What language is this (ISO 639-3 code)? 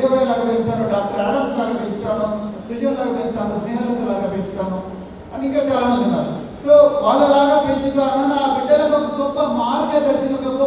tel